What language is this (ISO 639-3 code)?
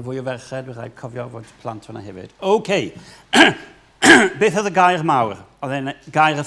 cym